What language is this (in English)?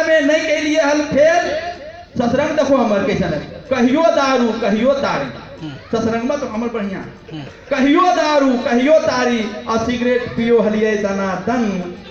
Magahi